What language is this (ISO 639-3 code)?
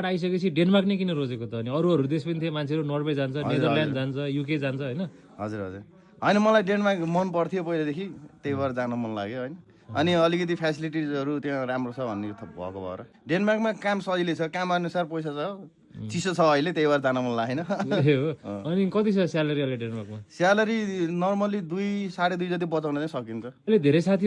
nep